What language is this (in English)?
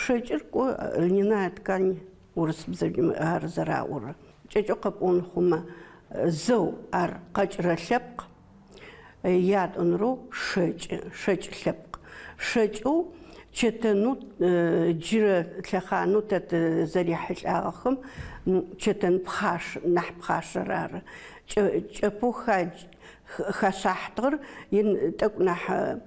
Adyghe